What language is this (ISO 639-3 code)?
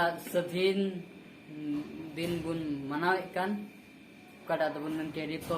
sat